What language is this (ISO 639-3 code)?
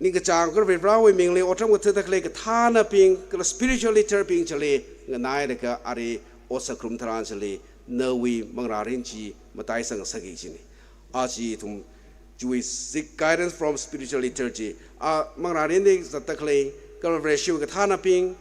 nmf